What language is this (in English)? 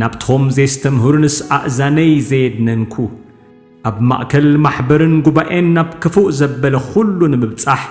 Tigrinya